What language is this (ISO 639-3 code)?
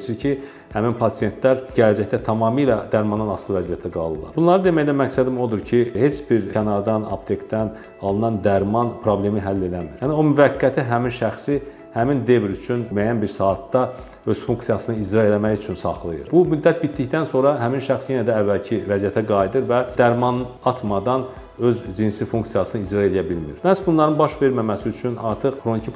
aze